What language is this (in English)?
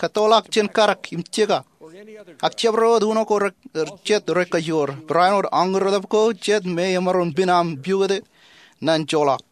Marshallese